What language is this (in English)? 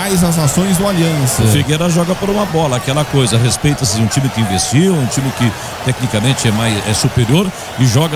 Portuguese